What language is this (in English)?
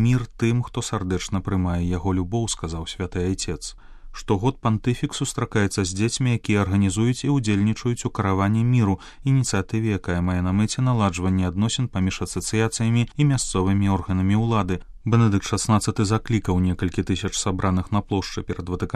Belarusian